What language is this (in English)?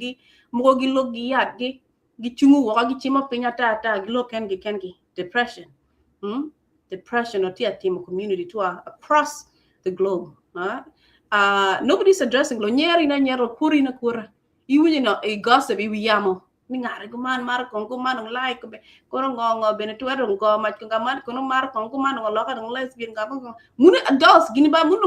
Acoli